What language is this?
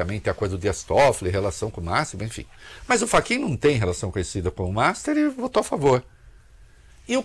Portuguese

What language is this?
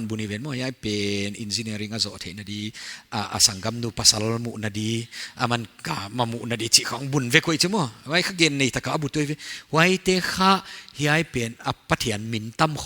Paite Chin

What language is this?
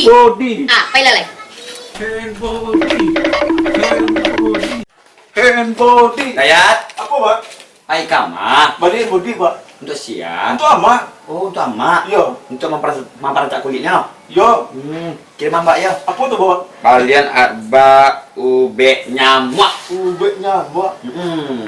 Minangkabau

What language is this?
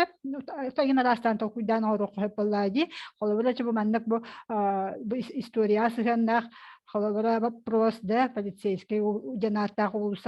Yakut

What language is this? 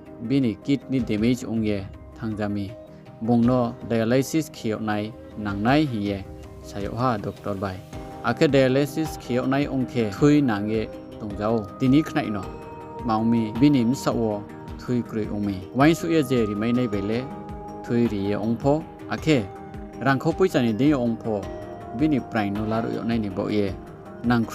Riang (India)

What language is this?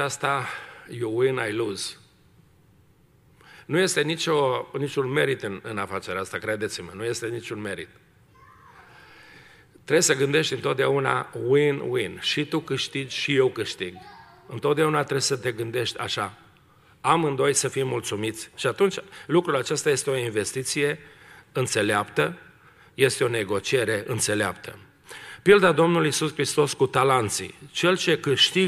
Romanian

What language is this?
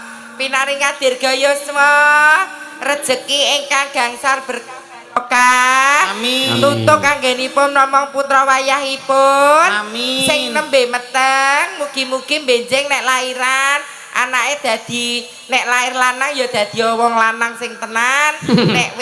Javanese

